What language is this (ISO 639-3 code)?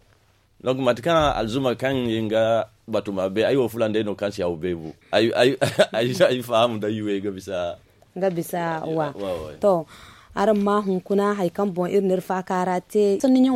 dje